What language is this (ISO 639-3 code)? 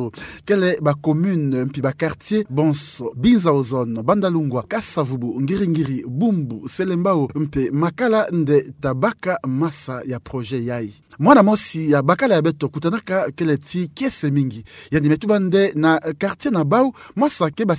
ktu